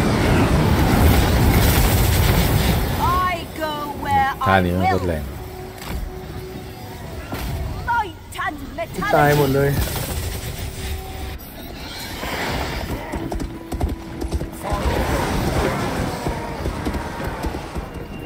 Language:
Thai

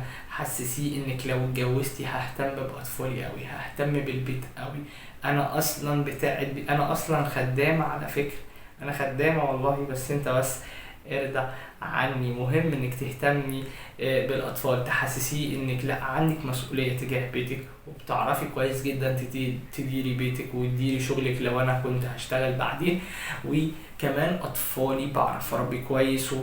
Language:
Egyptian Arabic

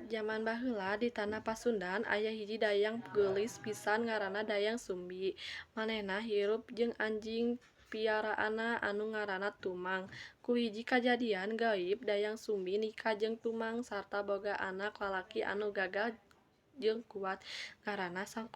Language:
Sundanese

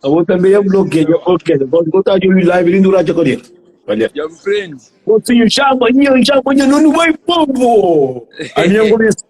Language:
Kabuverdianu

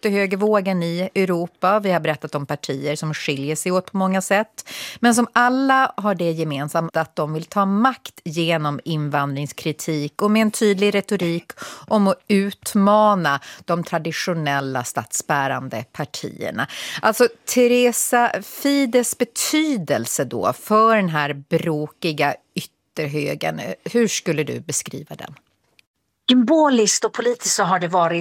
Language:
Swedish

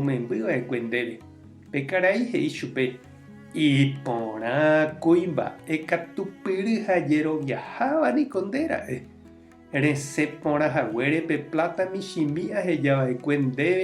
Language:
Guarani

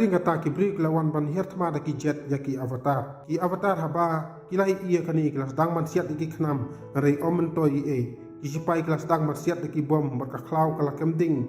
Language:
Khasi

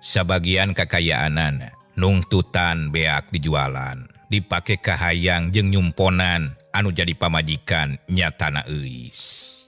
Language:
Sundanese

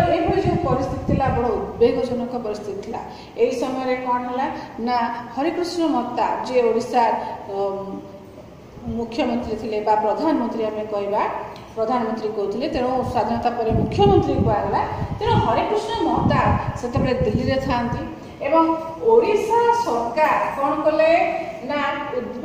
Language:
Odia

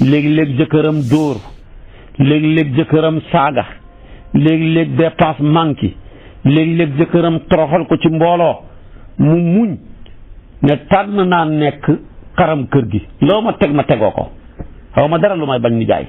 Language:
Wolof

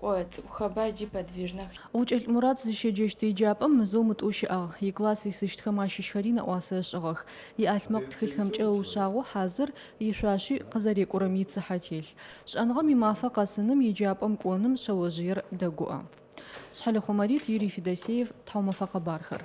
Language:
Adyghe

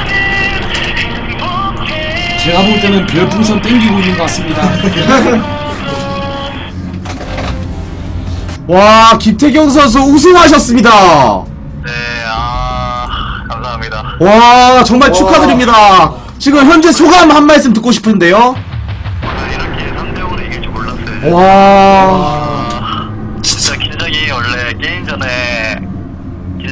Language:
Korean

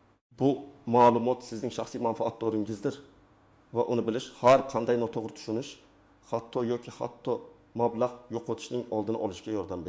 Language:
Uzbek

